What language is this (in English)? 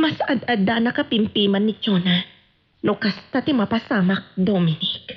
Iloko